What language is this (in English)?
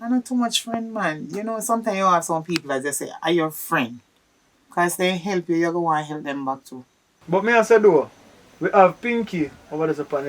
Jamaican Creole English